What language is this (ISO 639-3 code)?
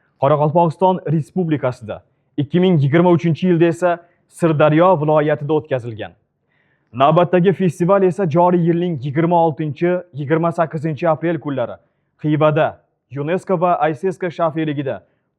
uzb